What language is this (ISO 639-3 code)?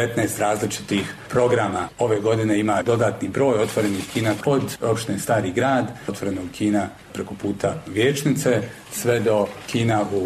bos